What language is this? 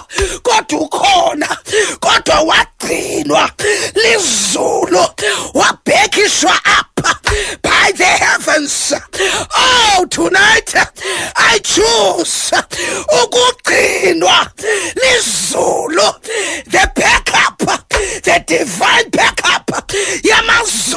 Xhosa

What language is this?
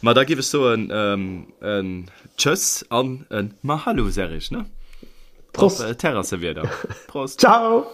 Luxembourgish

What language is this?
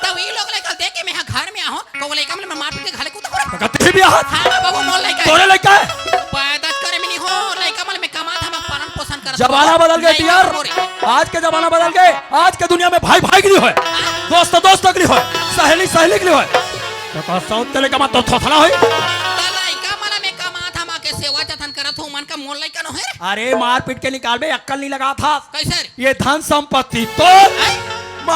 Chhattisgarhi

